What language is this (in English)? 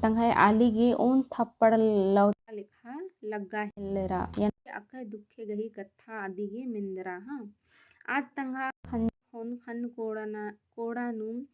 Kurukh